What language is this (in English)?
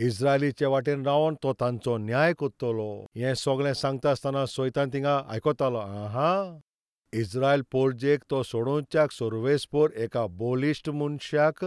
Konkani